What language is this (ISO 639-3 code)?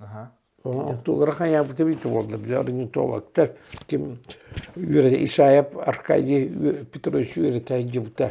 sah